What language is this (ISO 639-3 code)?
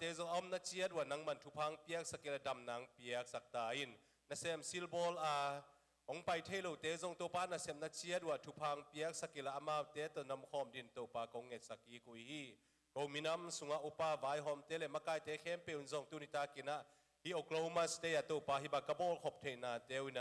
ctd